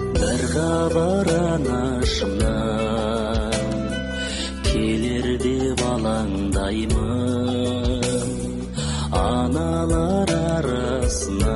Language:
Kazakh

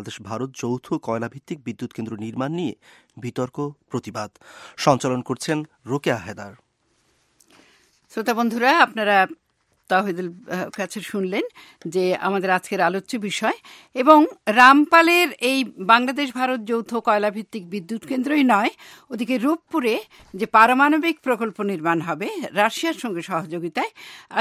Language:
Bangla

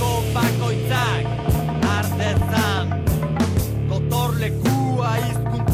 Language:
Basque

